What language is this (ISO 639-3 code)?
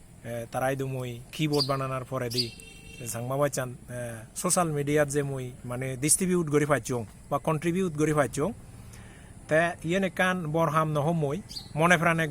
ccp